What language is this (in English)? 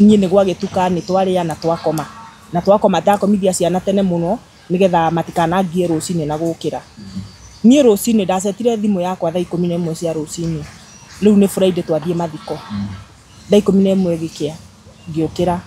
Kikuyu